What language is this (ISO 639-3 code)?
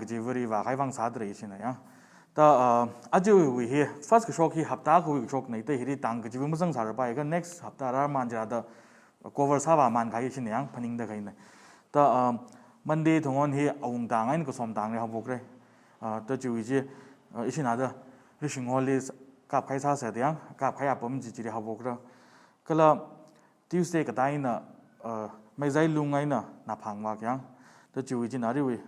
nmf